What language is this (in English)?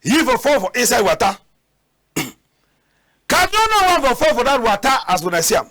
Cameroon Pidgin